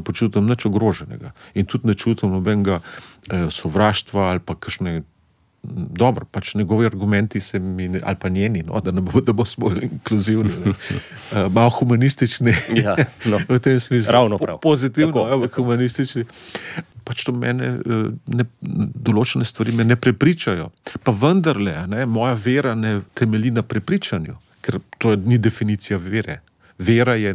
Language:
Slovenian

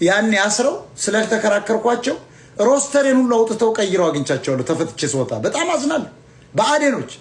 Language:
Amharic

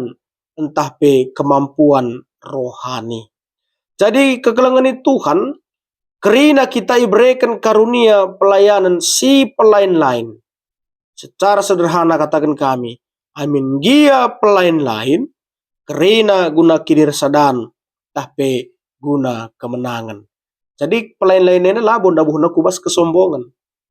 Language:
Batak Karo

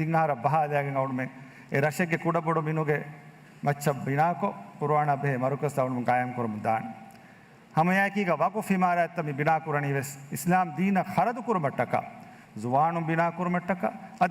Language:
Divehi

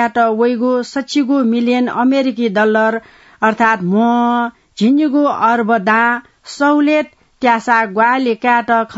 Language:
Newari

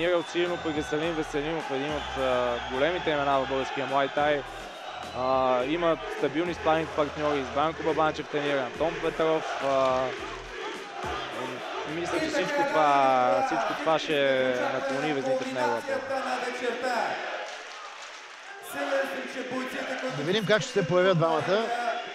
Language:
Bulgarian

